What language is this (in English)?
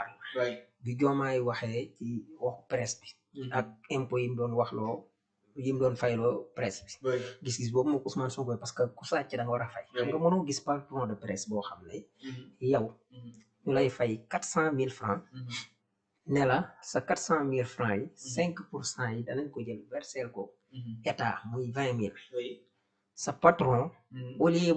Wolof